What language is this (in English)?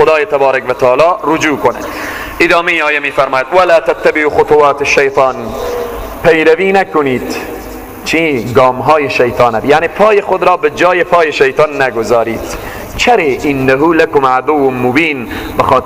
Persian